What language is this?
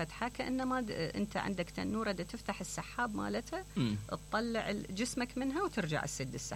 Mesopotamian Arabic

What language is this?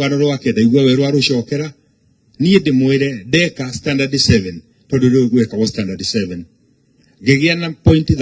Kikuyu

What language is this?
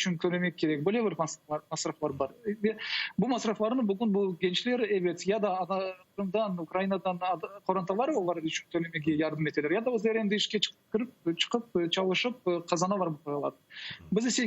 Crimean Tatar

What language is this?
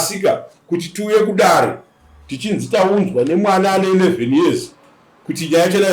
Shona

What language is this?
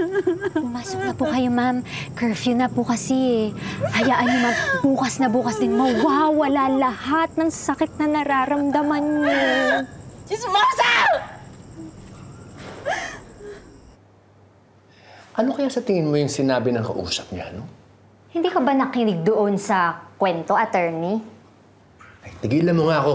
Filipino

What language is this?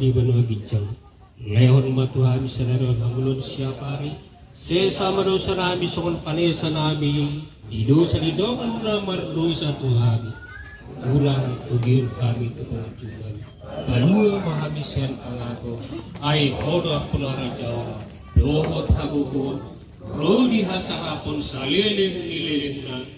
Batak Toba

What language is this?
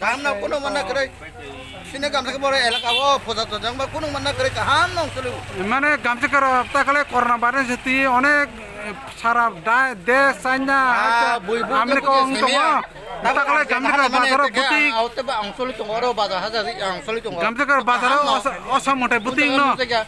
Kok Borok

